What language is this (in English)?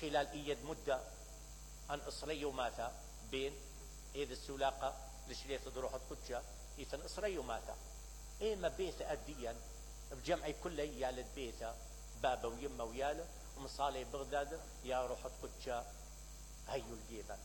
Mesopotamian Arabic